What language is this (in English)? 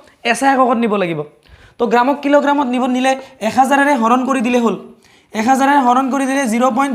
Assamese